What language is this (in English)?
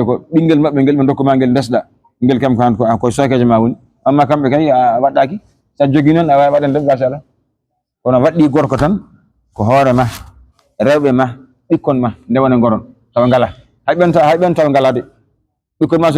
Fula